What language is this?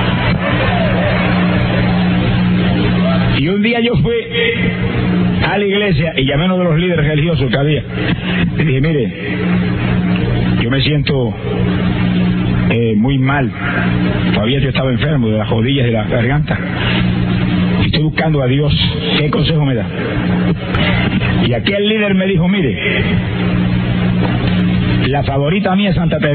Spanish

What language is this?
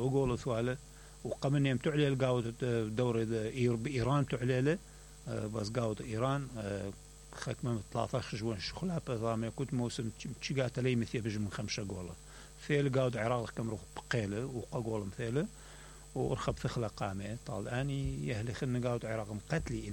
Mesopotamian Arabic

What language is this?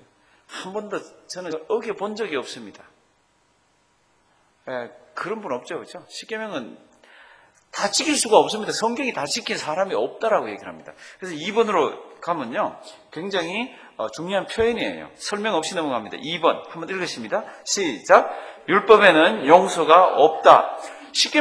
Korean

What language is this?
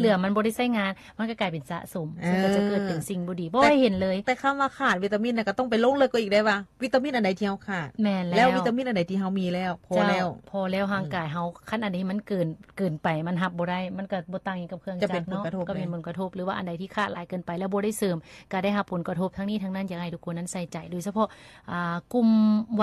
Lao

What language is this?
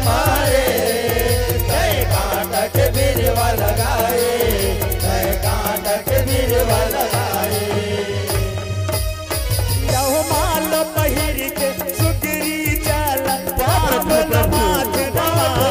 Chhattisgarhi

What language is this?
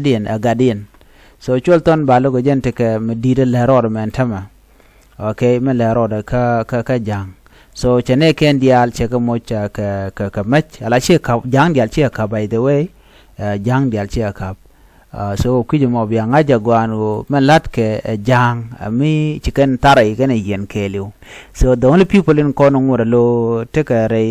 Nuer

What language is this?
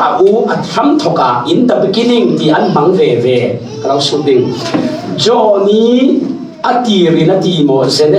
Falam Chin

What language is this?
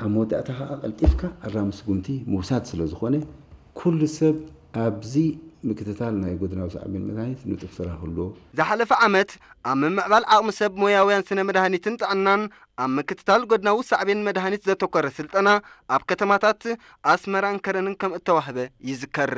Tigrinya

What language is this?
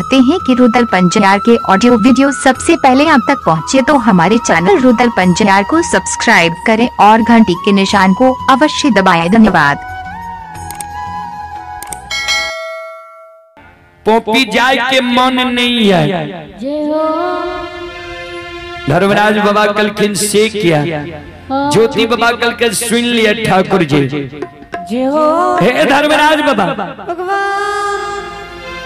Bhojpuri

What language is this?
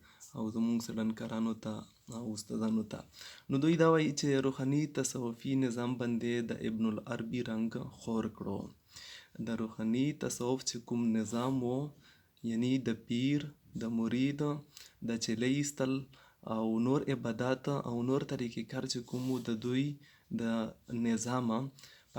Pashto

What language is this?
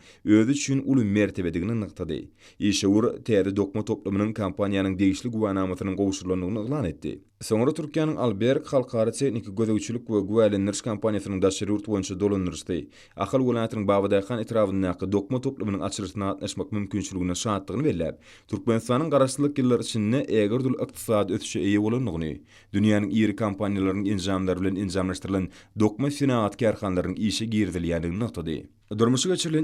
Turkmen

